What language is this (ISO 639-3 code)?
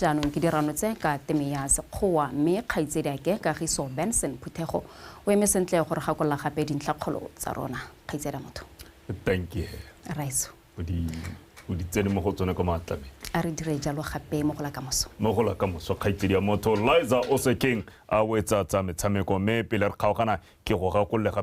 tsn